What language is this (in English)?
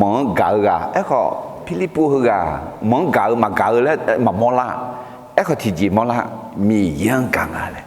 Akha